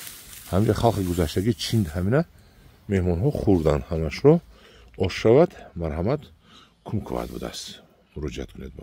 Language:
Tajik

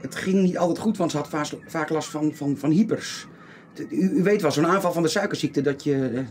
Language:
Western Frisian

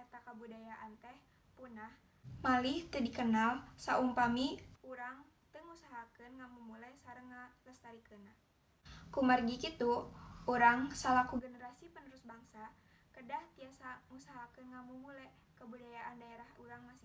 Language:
Sundanese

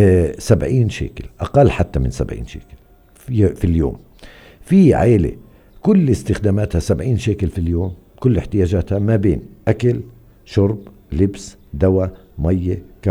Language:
North Levantine Arabic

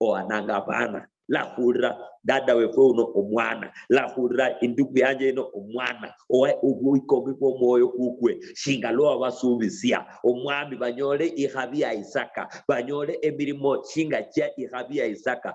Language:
Luyia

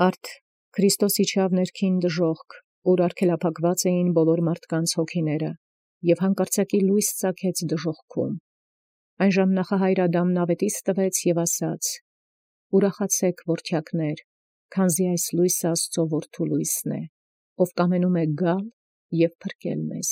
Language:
Armenian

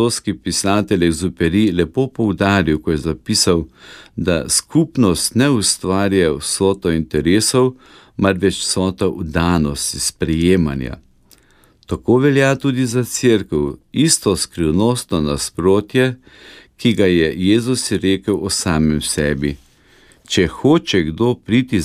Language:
Slovenian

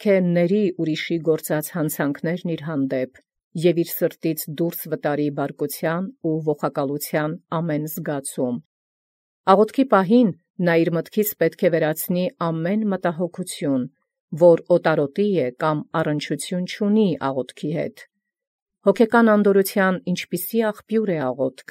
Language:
Armenian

